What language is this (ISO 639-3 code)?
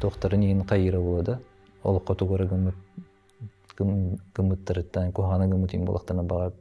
sah